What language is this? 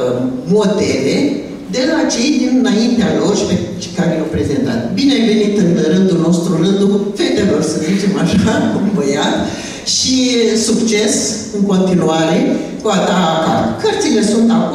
Romanian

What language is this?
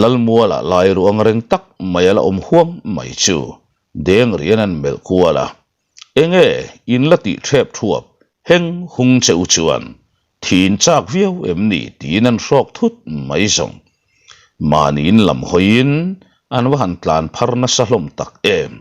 Mizo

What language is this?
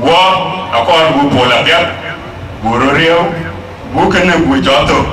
Dinka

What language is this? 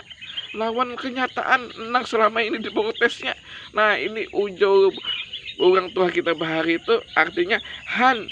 Banjar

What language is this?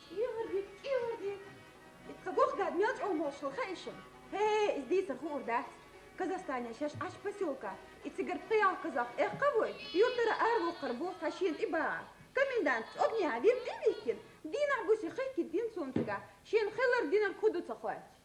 Chechen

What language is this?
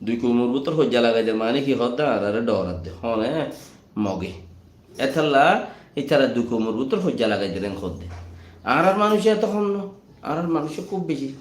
Rohingya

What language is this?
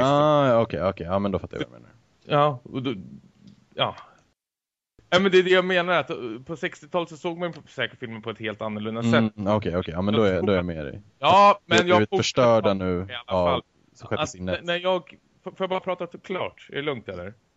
Swedish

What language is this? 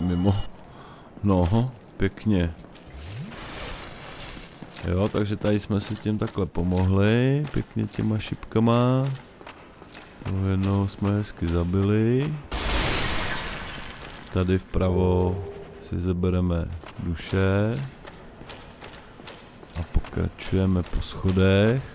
Czech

